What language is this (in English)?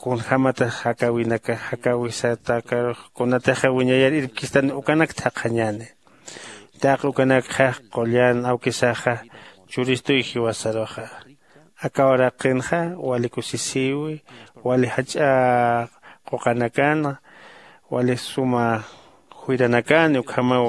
Aymara